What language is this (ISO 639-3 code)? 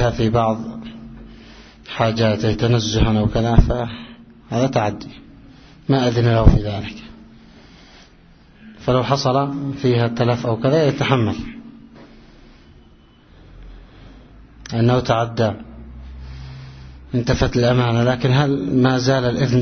ara